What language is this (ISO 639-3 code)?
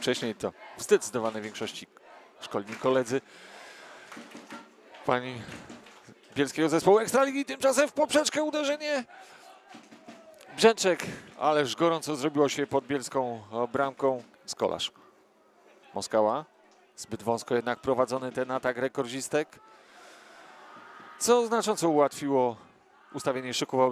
pol